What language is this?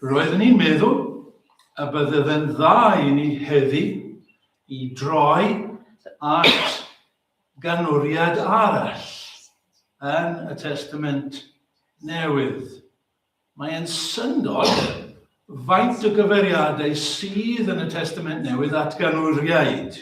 Welsh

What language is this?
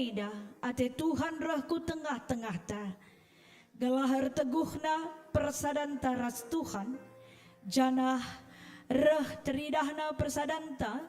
Batak Karo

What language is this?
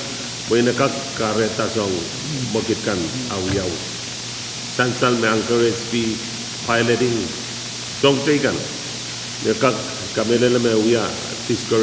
Pohnpeian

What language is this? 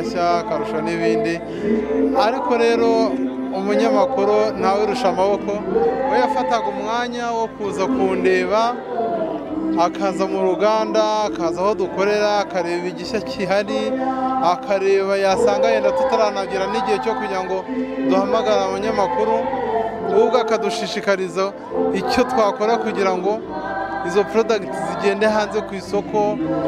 Kinyarwanda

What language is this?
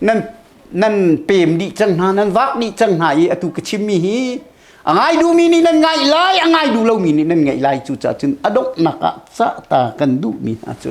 Hakha Chin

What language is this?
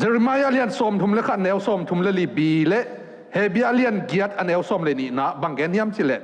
Tedim Chin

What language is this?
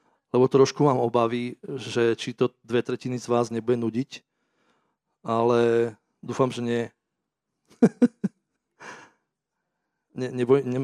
Slovak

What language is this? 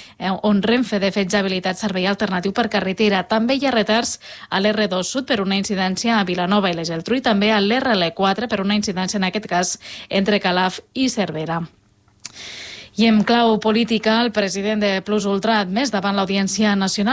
Catalan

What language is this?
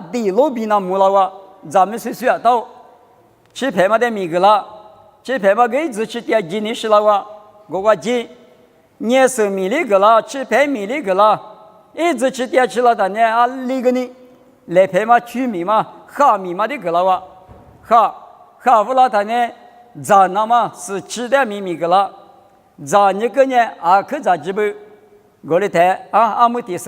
Lisu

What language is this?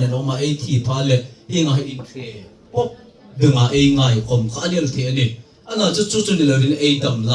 Hmar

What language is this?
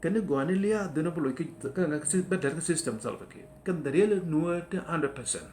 Nuer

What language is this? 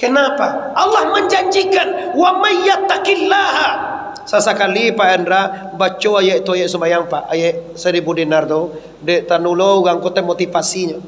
Minangkabau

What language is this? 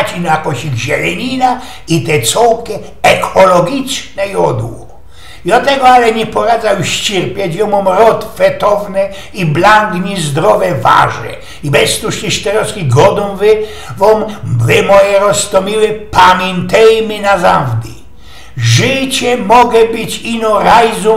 Silesian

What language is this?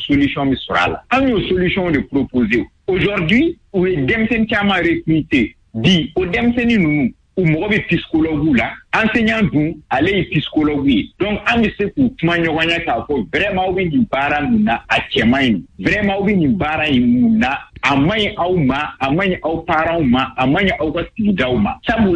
Bambara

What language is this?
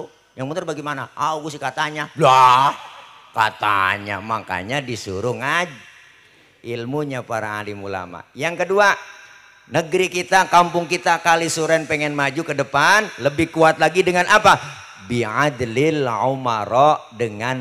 Betawi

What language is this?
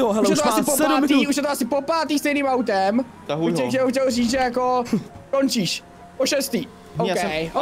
Czech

